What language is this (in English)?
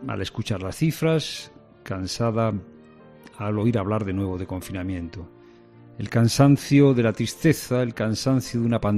Spanish